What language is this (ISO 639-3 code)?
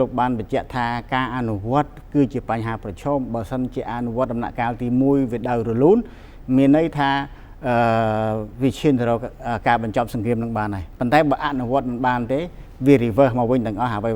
khm